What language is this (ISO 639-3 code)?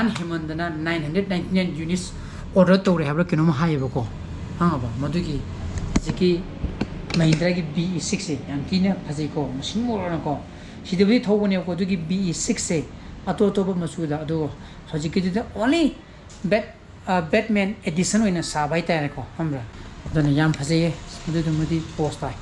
mni